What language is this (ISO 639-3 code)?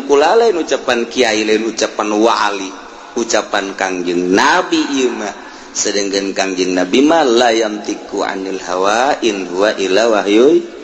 sun